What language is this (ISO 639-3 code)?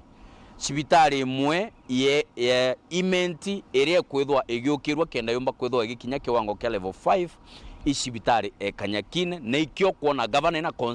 mer